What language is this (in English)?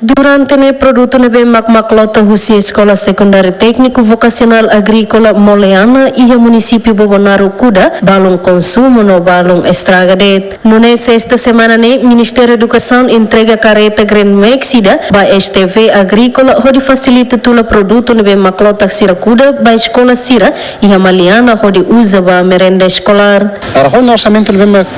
Tetum